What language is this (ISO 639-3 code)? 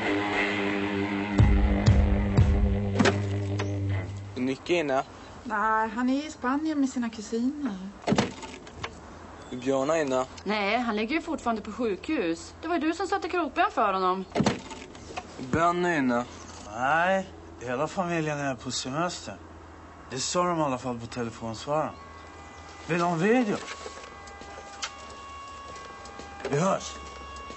swe